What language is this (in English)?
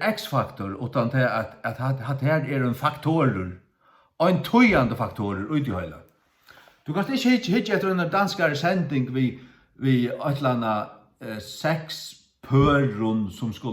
Faroese